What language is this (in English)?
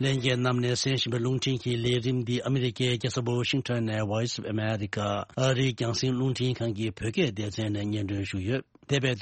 Tibetan